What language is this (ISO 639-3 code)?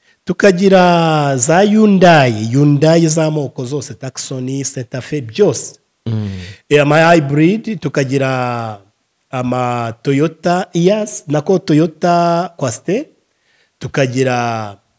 kin